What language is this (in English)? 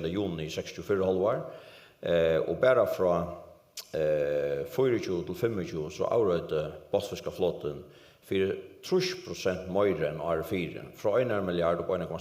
Faroese